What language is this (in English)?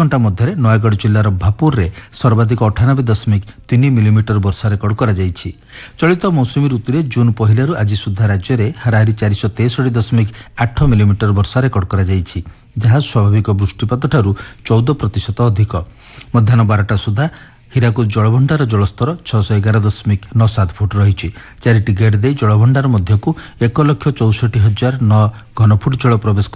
Odia